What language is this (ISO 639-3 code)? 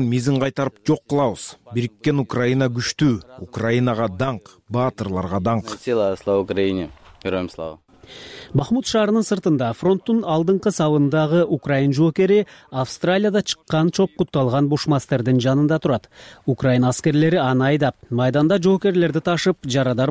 kir